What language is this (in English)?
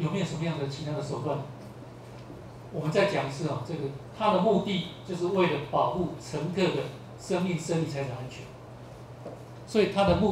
Chinese